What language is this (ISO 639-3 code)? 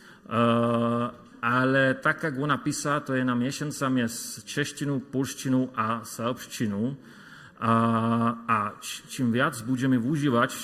hsb